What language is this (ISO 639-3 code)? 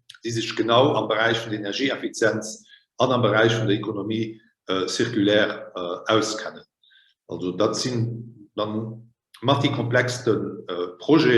ltz